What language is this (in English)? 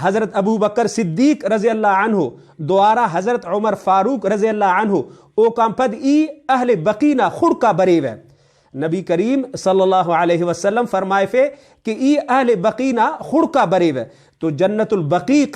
Brahui